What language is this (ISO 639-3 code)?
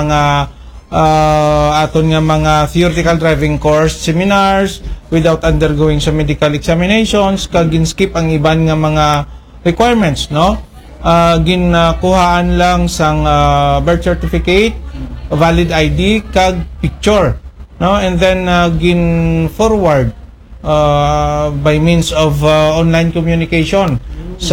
akl